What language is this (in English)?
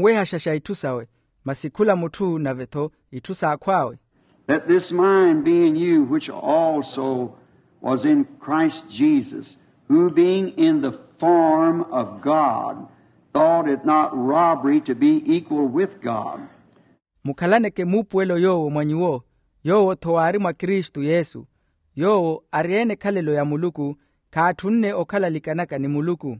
Makhuwa